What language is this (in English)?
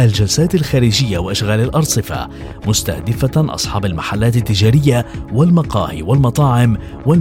Arabic